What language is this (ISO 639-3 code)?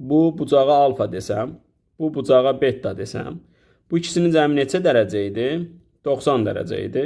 aze